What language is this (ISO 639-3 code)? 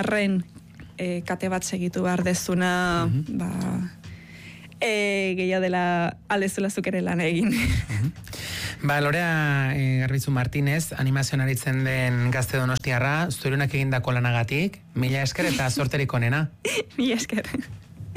eus